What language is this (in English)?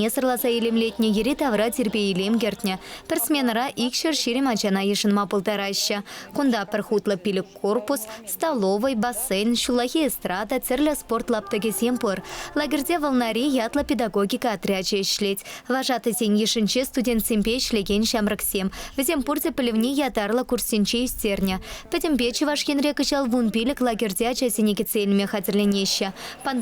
Chuvash